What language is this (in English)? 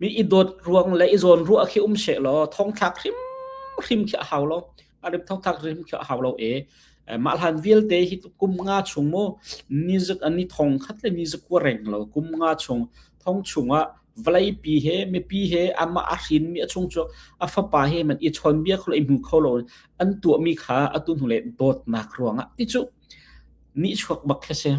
Hakha Chin